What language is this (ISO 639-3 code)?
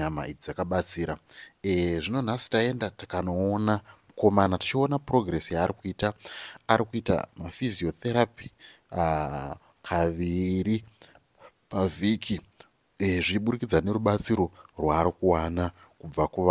sna